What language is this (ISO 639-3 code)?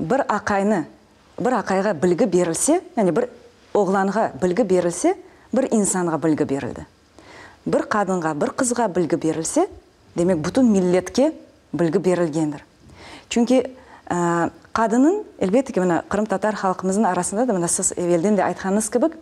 crh